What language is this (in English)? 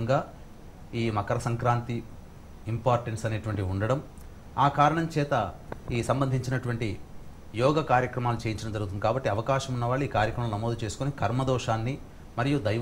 Telugu